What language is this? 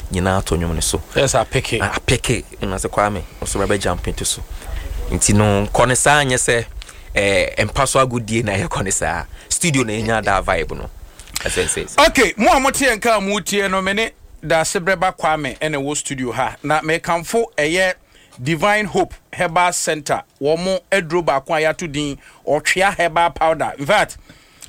Akan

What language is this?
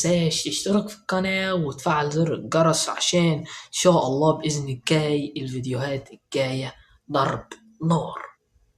Egyptian Arabic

